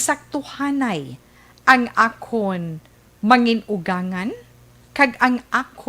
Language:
Hiligaynon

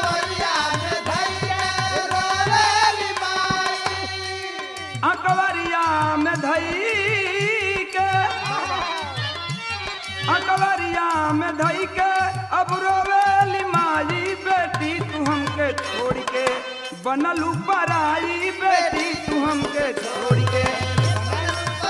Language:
Bhojpuri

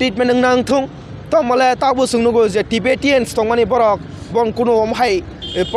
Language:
Kok Borok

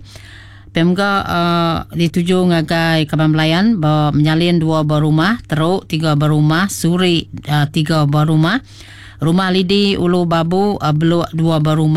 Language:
Iban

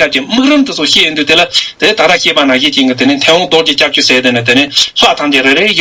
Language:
Tibetan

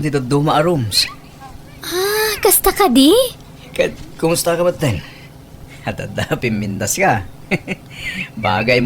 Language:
Iloko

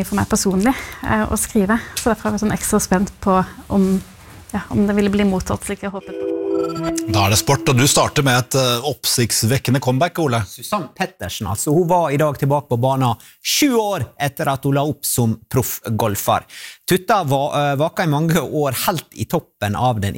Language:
Norwegian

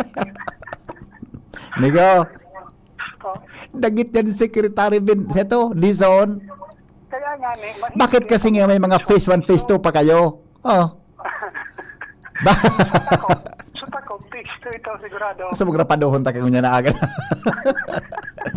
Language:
Bikol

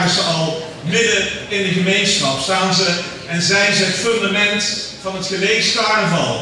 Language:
Limburgish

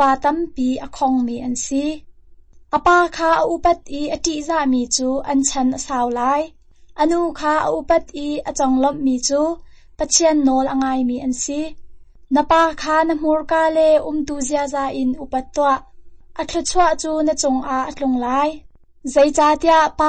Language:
Hakha Chin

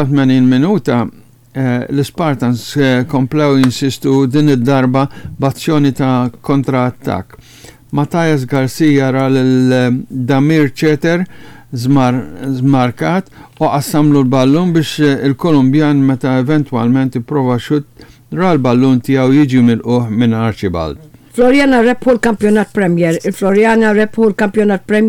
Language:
Maltese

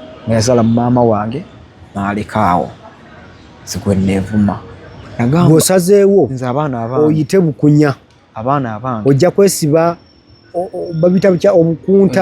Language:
Ganda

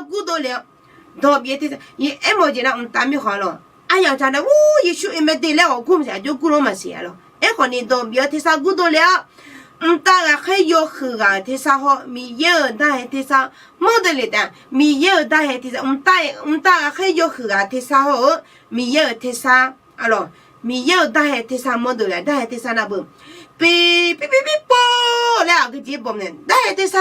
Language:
Akha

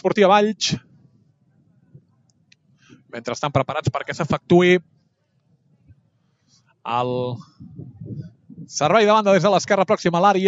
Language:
Catalan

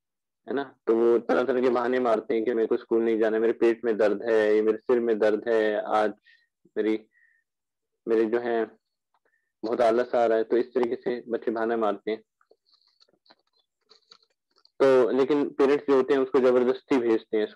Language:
Hindi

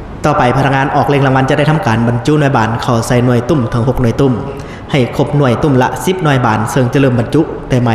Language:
Lao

